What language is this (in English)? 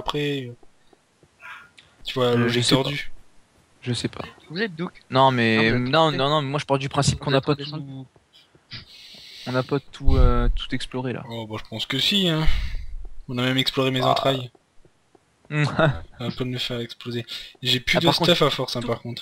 French